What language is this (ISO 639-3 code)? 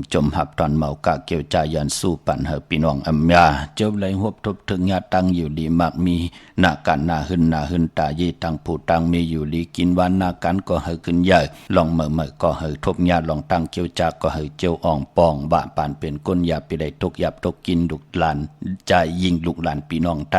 shn